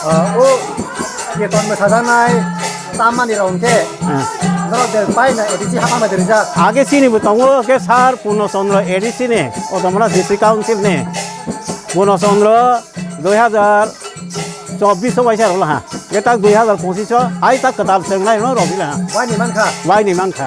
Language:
Kok Borok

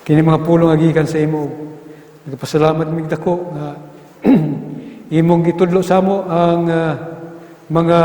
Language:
Cebuano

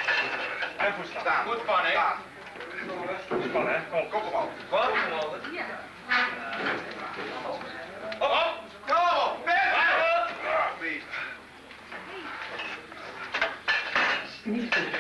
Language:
Dutch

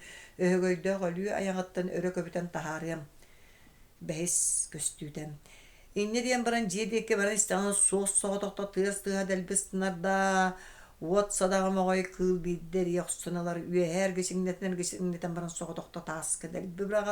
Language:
Yakut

